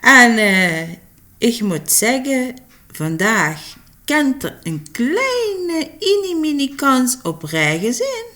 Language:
Limburgish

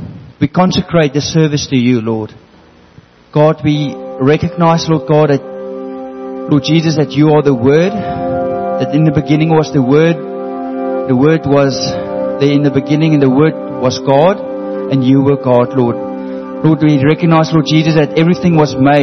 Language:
Afrikaans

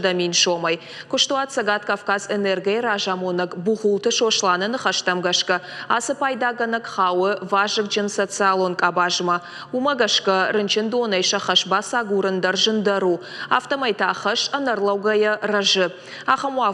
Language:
Ossetic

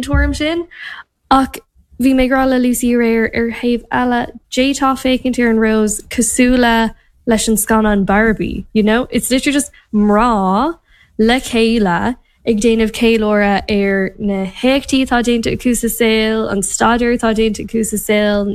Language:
Irish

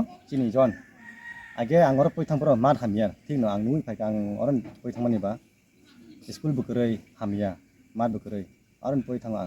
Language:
Kok Borok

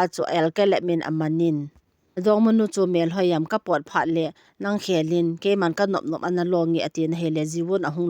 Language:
Thado Chin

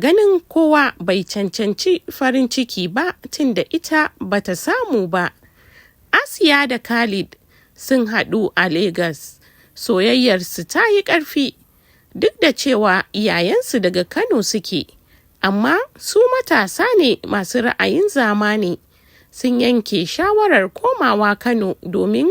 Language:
Hausa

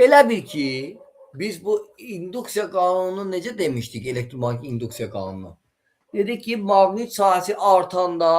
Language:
Azerbaijani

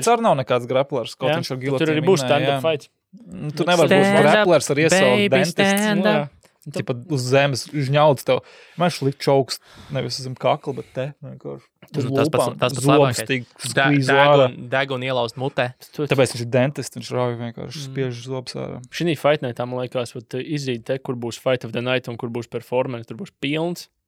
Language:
Latvian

